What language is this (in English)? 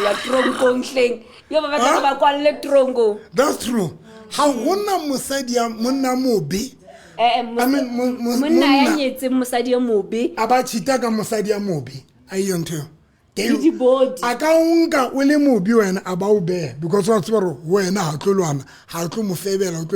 Southern Sotho